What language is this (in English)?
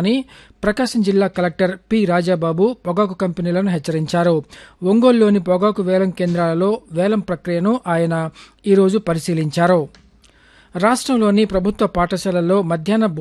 Telugu